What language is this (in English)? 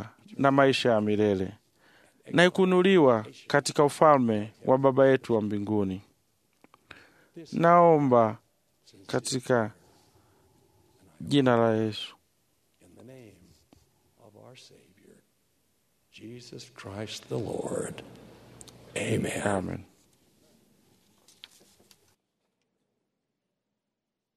Swahili